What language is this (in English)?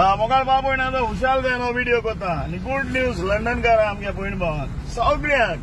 Konkani